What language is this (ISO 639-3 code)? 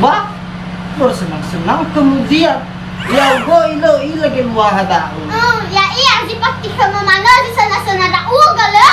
nia